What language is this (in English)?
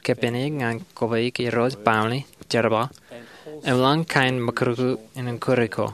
Marshallese